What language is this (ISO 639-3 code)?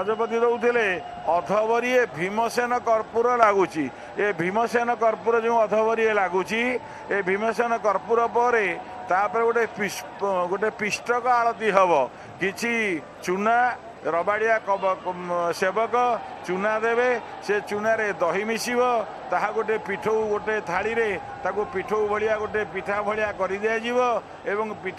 ori